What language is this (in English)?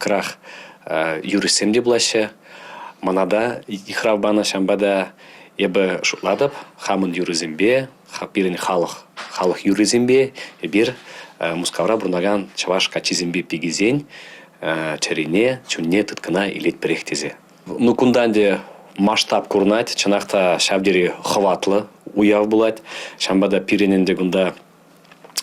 Chuvash